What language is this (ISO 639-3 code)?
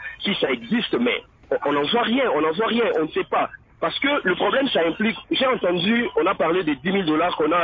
fra